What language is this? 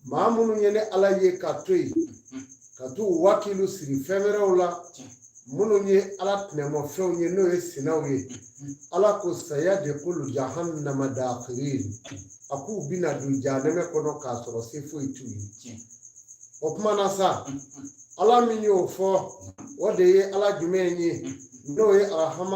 Bambara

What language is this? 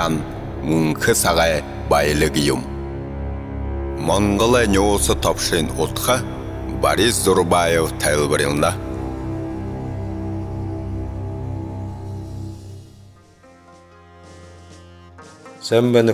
Buriat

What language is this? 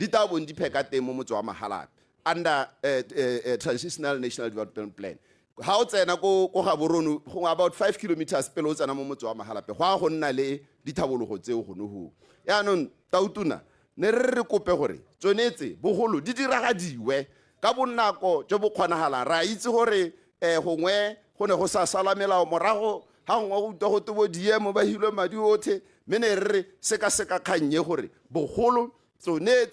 Tswana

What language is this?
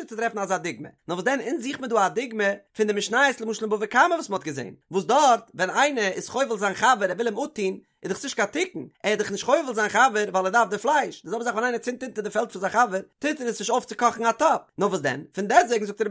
Yiddish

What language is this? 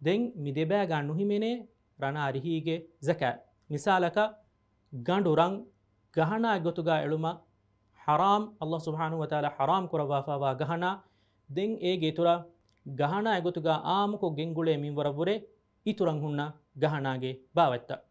Divehi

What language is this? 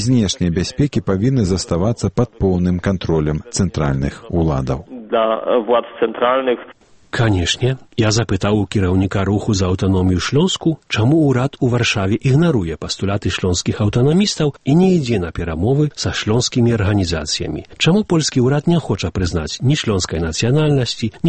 Belarusian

